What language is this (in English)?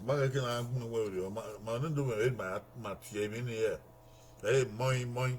Bini